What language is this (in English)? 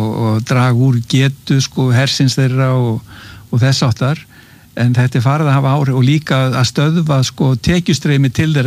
Icelandic